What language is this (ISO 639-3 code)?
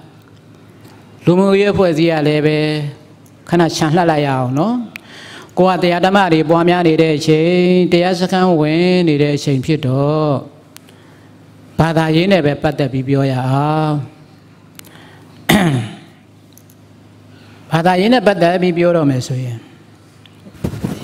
mya